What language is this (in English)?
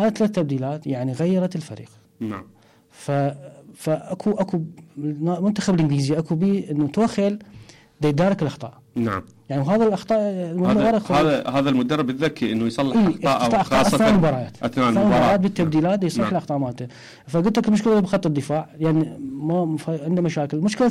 Mesopotamian Arabic